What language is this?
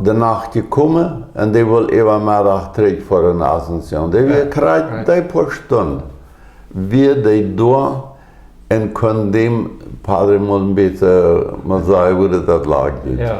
Plautdietsch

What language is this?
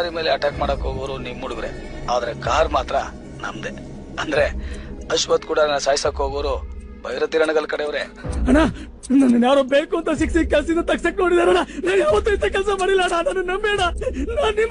Kannada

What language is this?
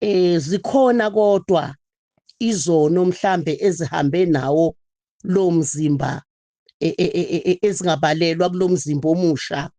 Zulu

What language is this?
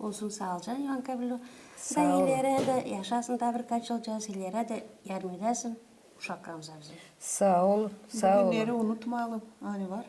Gagauz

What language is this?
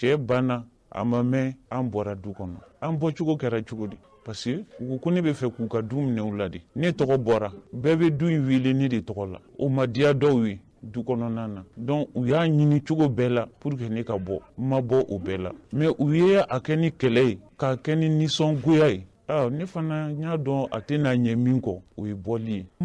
Bambara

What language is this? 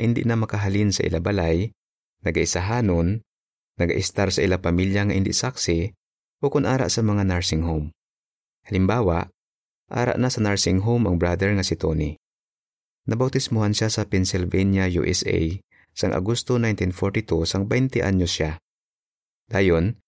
Hiligaynon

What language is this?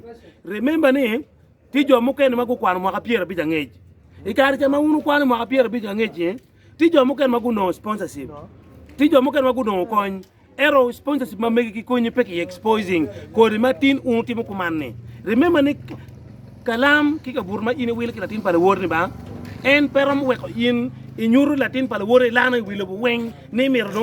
Acoli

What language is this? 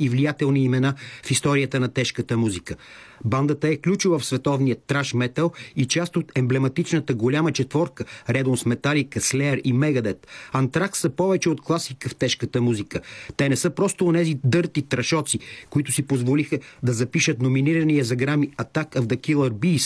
Bulgarian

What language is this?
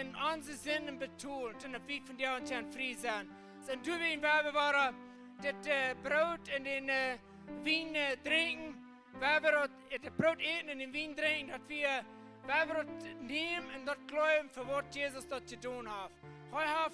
Plautdietsch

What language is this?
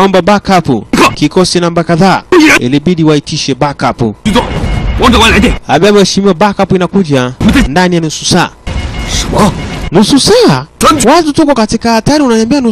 Swahili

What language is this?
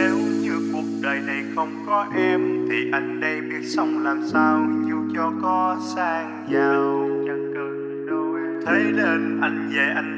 Vietnamese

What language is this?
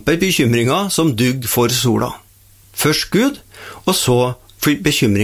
Norwegian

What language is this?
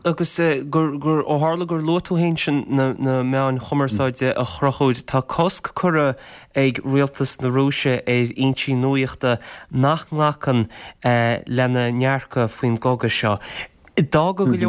Irish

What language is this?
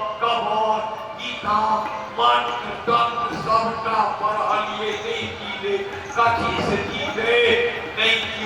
Maithili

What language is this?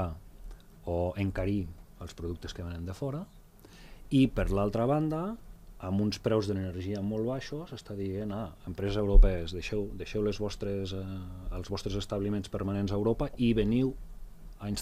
Catalan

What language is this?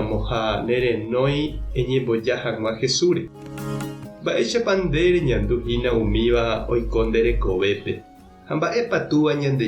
Guarani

